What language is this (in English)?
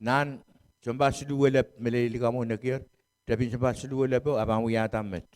Pohnpeian